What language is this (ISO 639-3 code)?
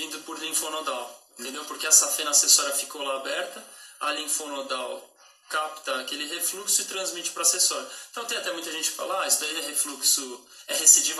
por